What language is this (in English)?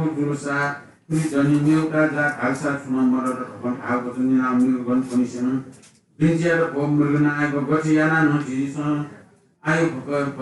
Newari